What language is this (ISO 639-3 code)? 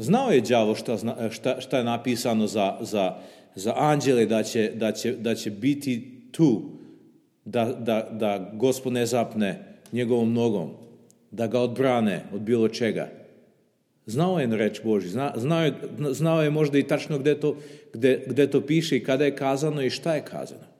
srp